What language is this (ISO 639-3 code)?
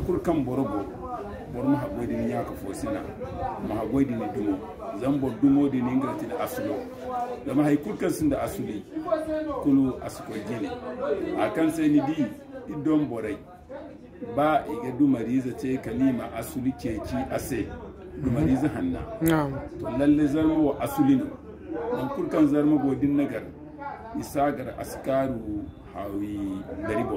dje